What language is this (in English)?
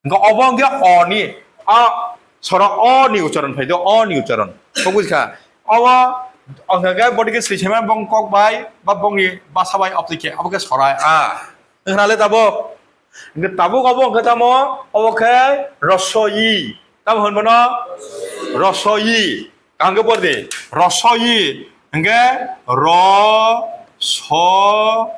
Kok Borok